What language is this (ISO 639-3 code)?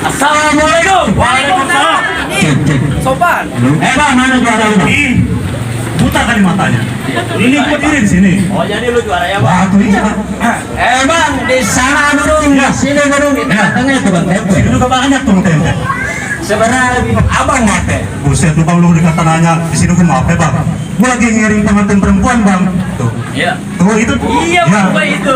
bew